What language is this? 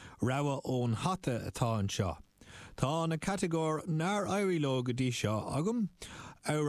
Irish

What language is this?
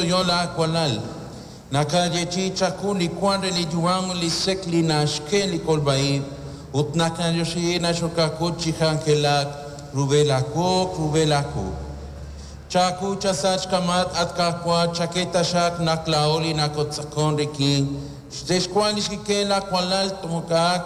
Kekchí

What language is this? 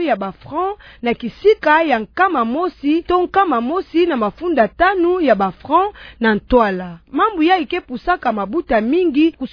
Kituba (Democratic Republic of Congo)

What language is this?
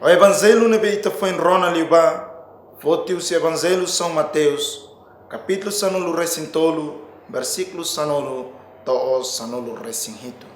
Tetum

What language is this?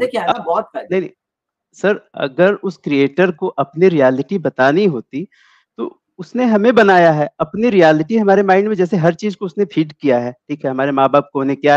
Hindi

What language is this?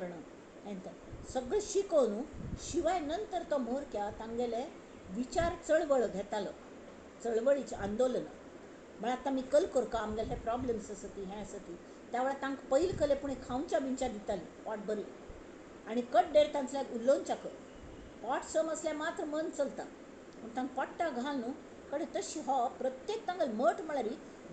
Konkani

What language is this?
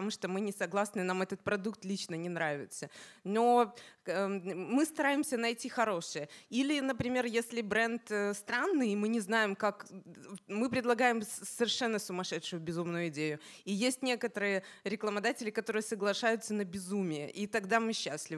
Russian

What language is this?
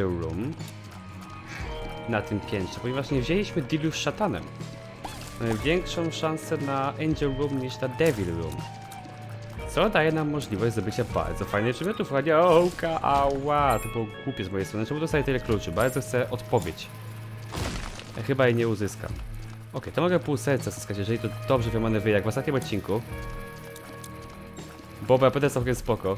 Polish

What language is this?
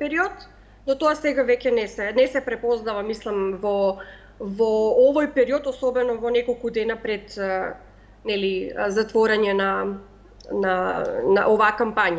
Macedonian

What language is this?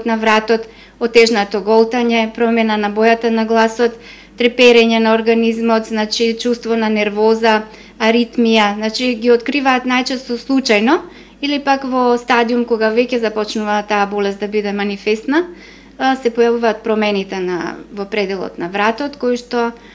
Macedonian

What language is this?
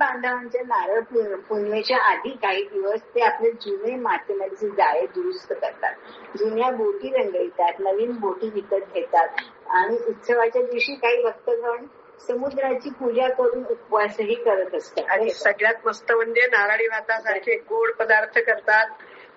Marathi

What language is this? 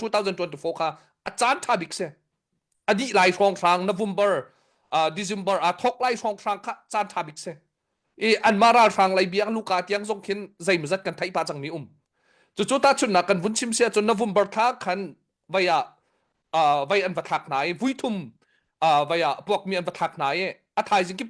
Hakha Chin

